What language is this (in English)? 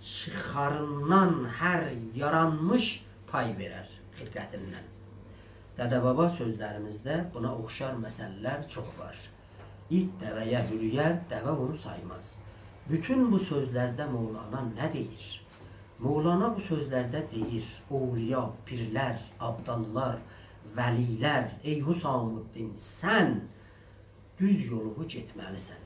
South Azerbaijani